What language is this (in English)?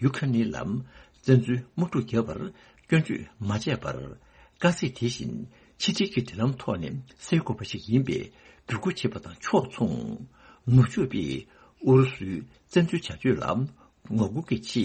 Tibetan